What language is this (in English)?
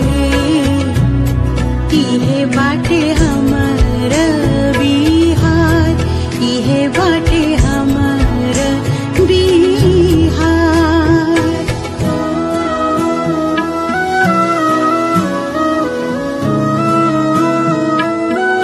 Bhojpuri